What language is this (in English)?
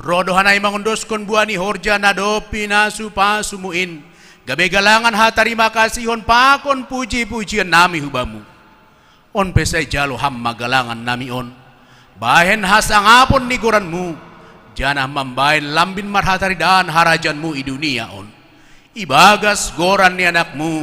Batak Simalungun